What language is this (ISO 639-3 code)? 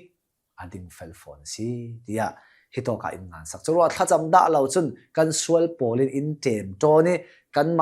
cnh